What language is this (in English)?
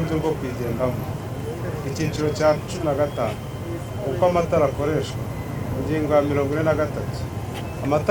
Kinyarwanda